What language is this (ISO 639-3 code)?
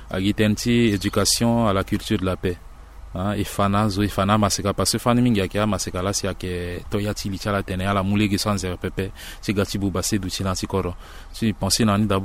sag